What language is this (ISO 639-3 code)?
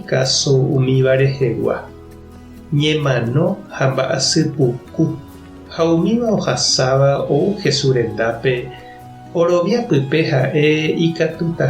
grn